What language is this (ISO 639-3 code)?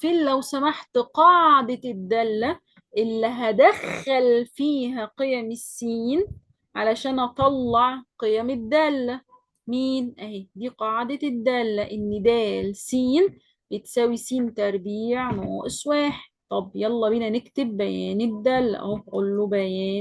arz